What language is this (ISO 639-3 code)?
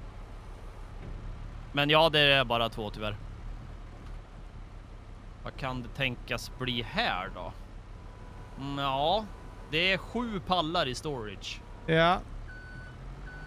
swe